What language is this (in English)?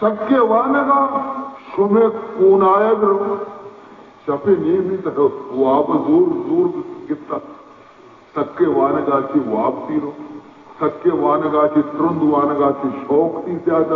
Baluchi